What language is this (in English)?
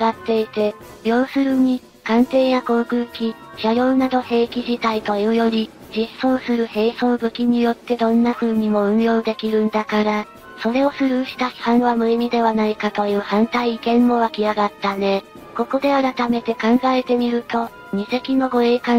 Japanese